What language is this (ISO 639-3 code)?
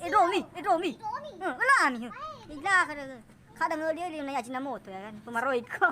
nia